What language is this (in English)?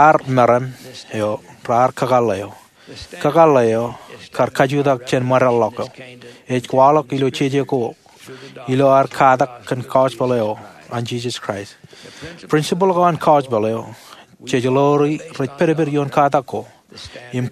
Marshallese